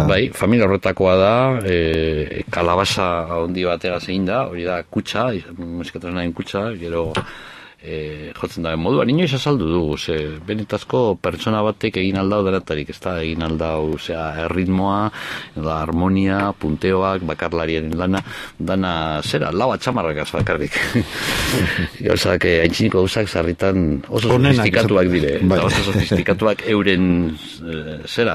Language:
Basque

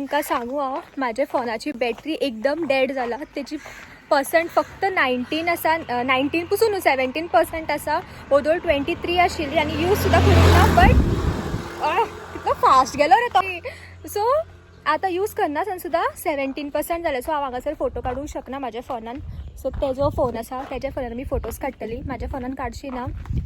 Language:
Konkani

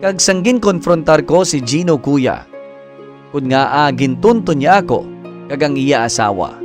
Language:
Hiligaynon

